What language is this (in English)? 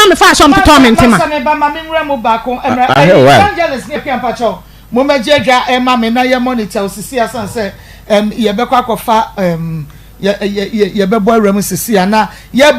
Akan